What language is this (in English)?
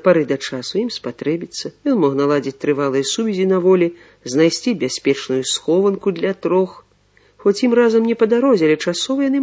Belarusian